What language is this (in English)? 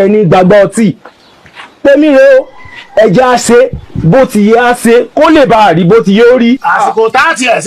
Yoruba